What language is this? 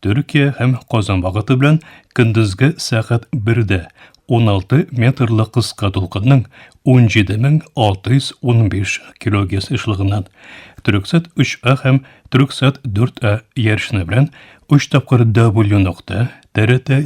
Tatar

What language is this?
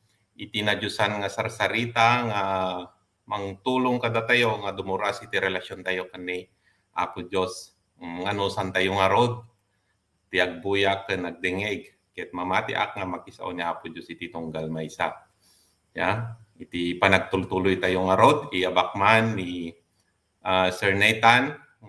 Iloko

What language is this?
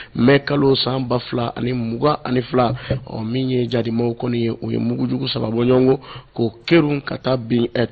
Bambara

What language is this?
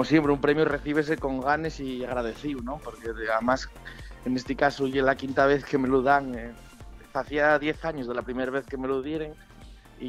Asturian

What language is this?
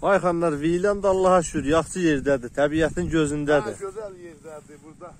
South Azerbaijani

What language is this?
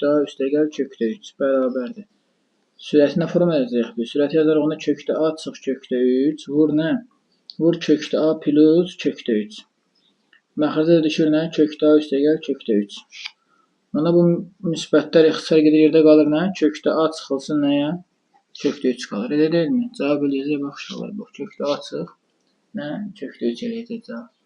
Azerbaijani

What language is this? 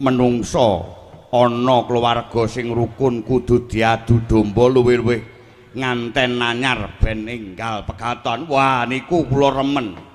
Javanese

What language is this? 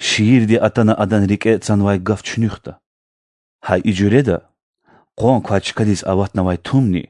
Lezghian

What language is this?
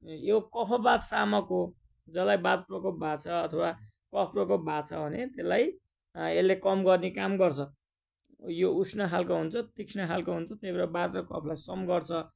Nepali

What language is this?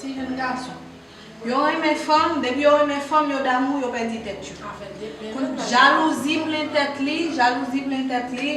Haitian Creole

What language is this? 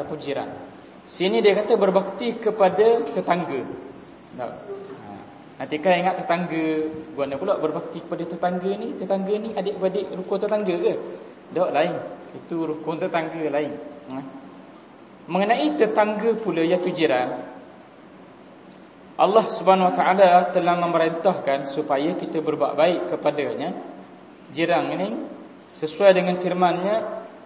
Malay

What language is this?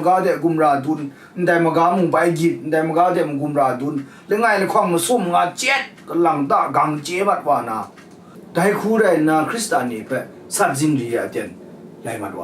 Kachin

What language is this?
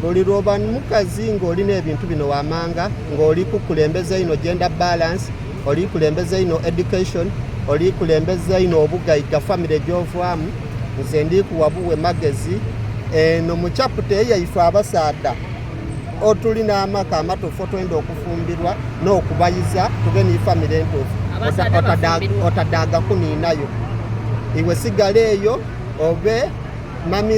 Soga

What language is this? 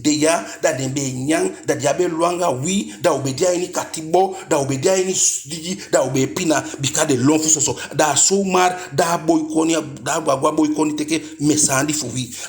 Eastern Maroon Creole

